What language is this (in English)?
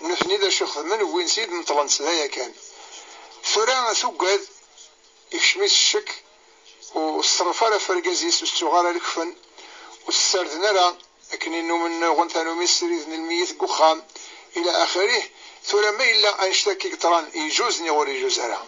Kabyle